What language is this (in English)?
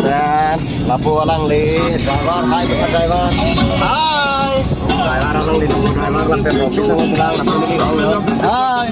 Karbi